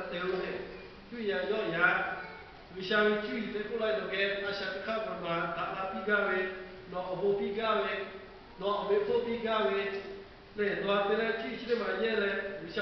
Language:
Lahu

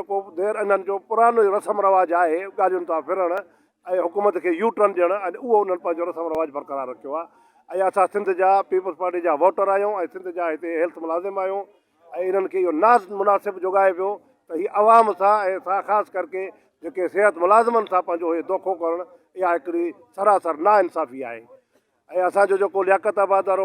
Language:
Sindhi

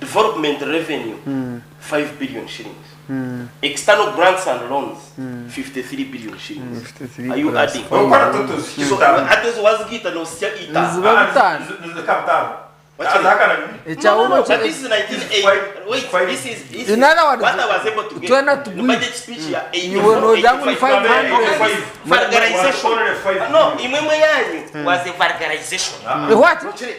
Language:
Nyankole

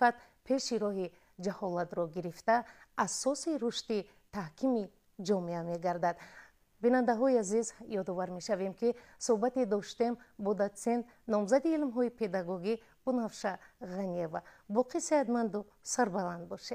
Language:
Tajik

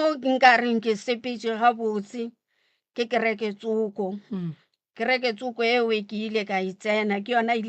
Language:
Northern Sotho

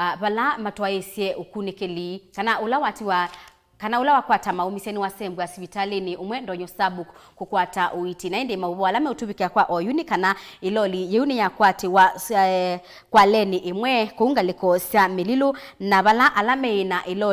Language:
Kamba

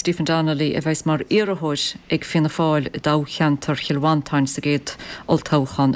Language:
Irish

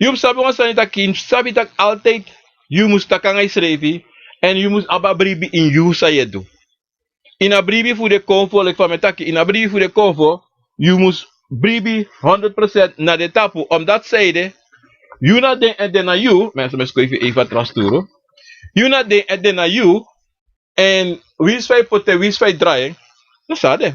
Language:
Sranan Tongo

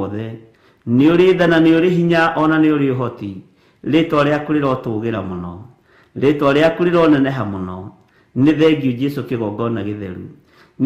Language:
Kikuyu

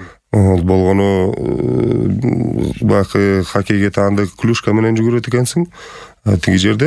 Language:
Kyrgyz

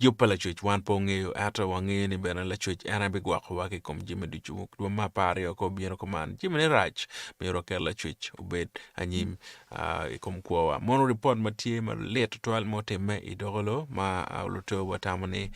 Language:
Acoli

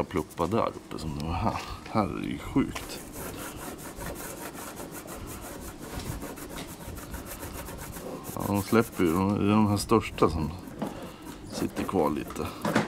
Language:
Swedish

